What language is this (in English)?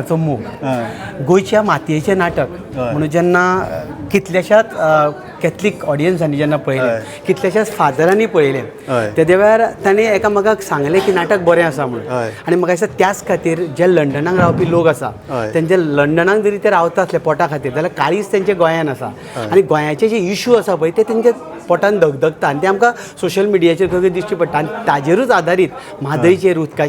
Konkani